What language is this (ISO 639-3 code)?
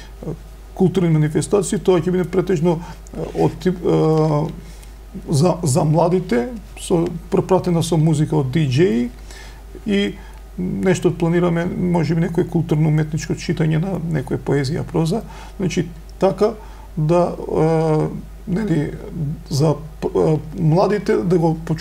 mkd